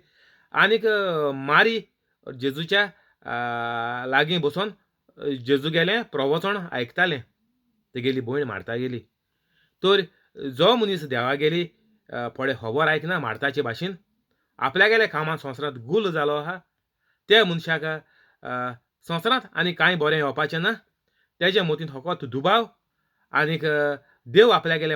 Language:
Konkani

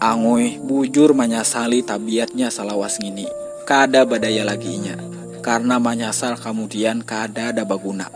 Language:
Banjar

